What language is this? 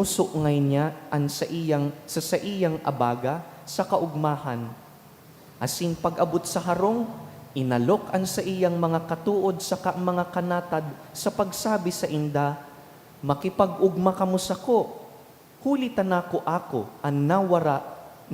Bikol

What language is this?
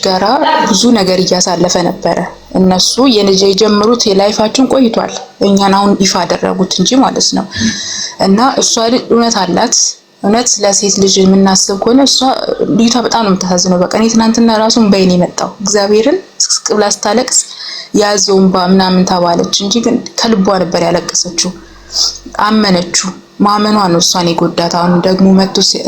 Amharic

